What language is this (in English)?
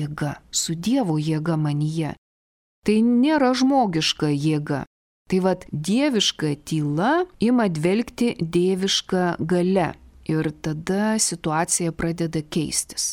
Lithuanian